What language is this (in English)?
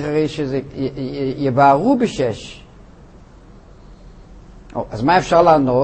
Hebrew